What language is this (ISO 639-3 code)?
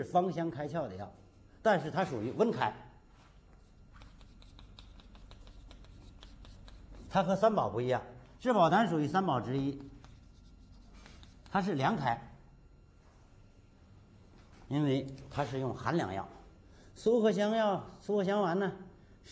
zho